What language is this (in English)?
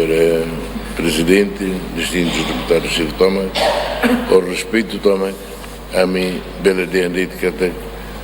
Tetum